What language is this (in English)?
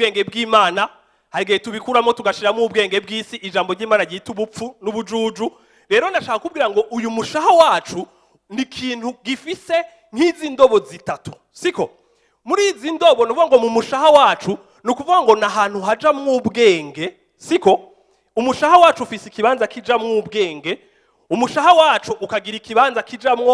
Rundi